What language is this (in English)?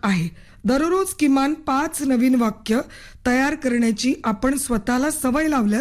Marathi